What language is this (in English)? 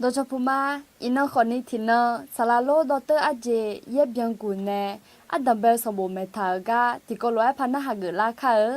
Akha